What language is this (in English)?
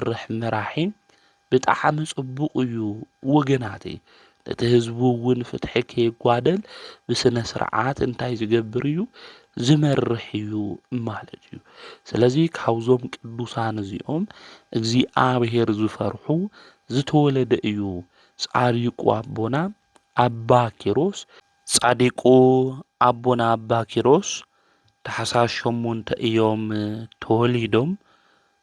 Tigrinya